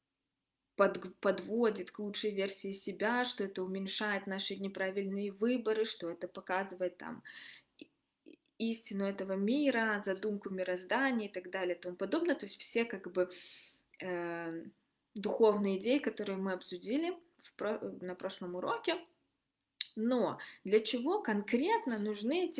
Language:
Russian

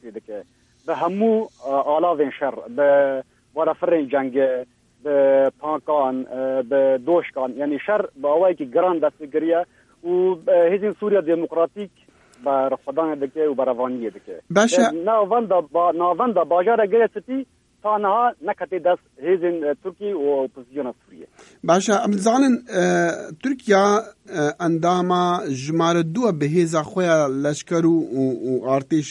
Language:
Kurdish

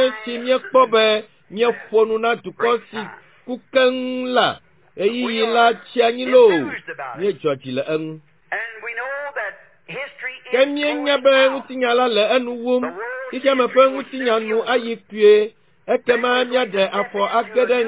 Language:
Ewe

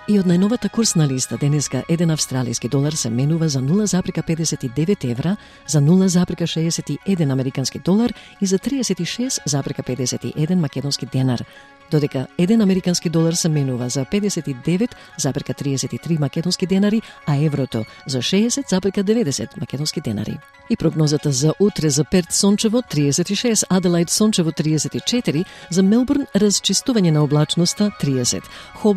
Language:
Macedonian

